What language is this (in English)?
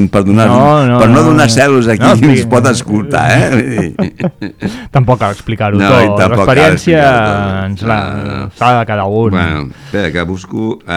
Catalan